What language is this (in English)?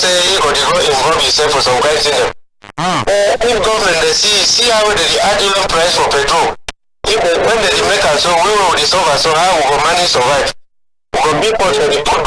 Cameroon Pidgin